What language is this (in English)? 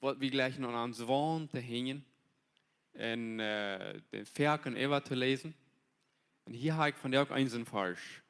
Plautdietsch